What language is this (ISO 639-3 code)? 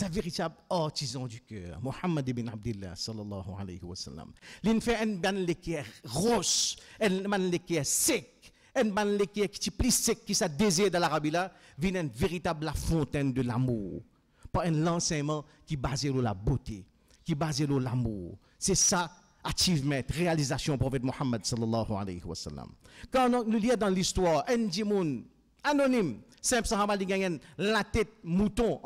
fra